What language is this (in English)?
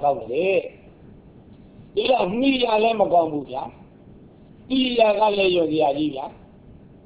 Burmese